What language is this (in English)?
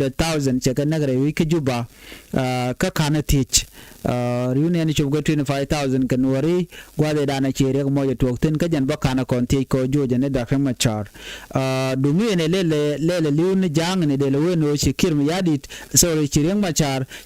Nuer